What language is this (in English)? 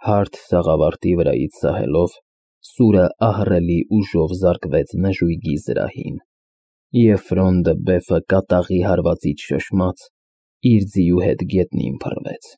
Armenian